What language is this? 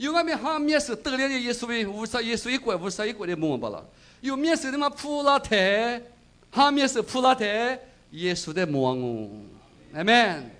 Lisu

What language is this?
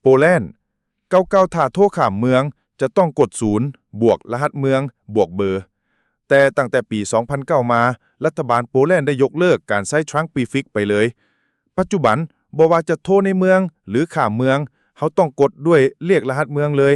Lao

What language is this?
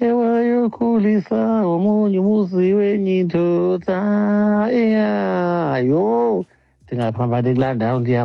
Xhosa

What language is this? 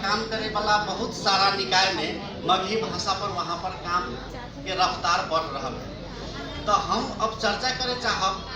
Magahi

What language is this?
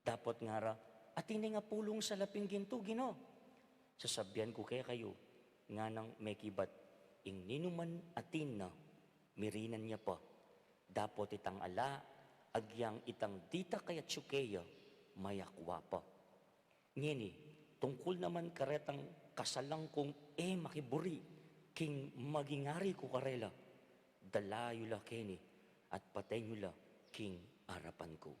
Pampanga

